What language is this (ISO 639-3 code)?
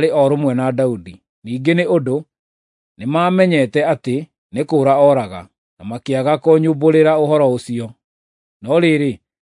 kik